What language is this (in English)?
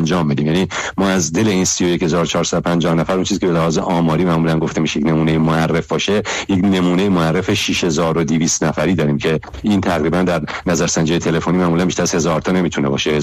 Persian